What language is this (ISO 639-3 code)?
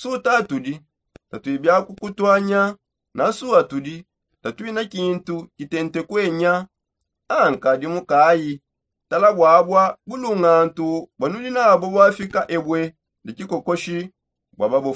sop